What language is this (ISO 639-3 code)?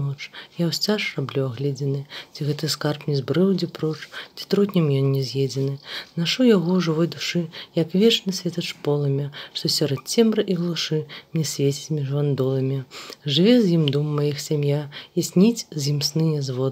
bel